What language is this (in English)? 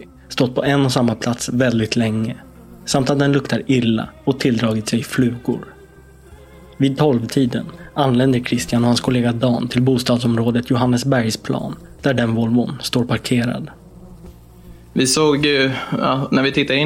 Swedish